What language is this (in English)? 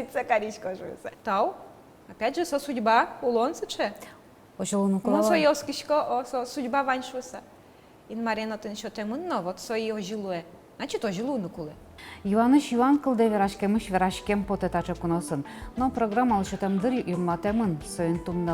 Udmurt